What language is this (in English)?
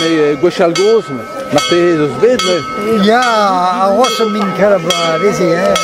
Breton